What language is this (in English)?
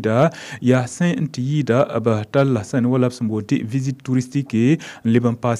Mossi